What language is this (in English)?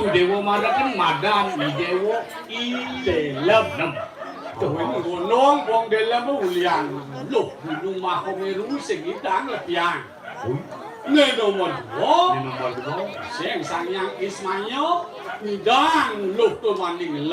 Balinese